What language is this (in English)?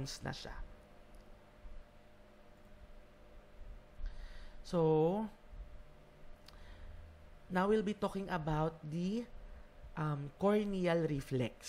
Filipino